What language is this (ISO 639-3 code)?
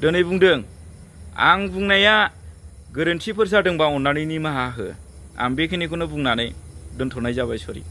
brx